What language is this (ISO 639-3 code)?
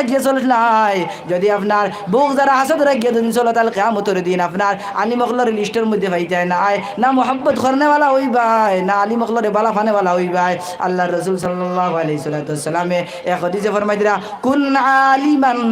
syl